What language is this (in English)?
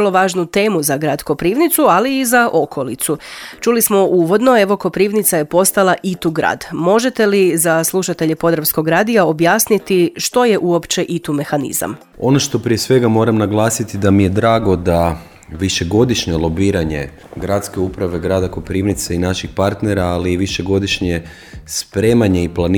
Croatian